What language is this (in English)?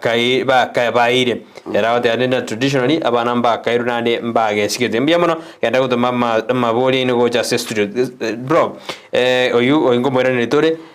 Gusii